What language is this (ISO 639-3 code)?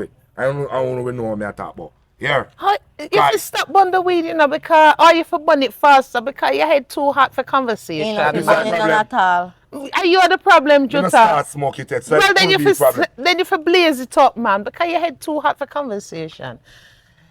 jam